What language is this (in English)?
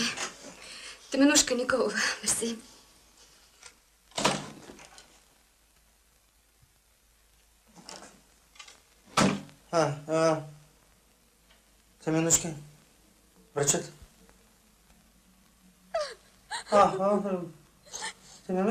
Bulgarian